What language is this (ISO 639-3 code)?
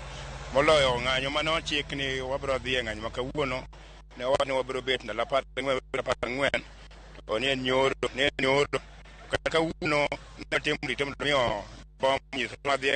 luo